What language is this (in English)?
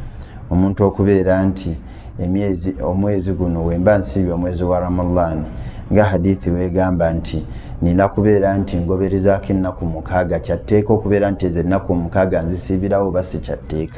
Ganda